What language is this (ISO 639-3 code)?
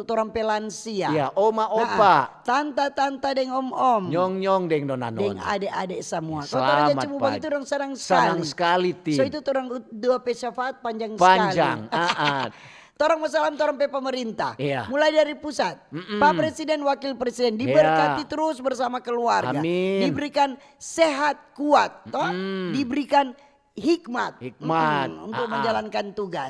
xmm